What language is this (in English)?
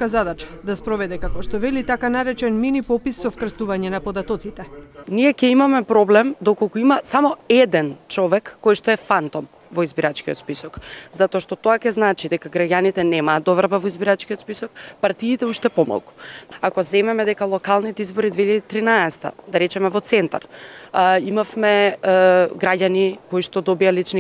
Macedonian